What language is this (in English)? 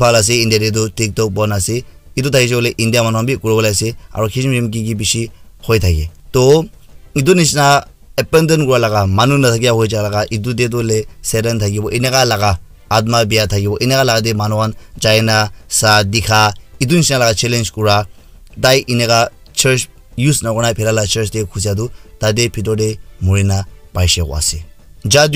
Naga Pidgin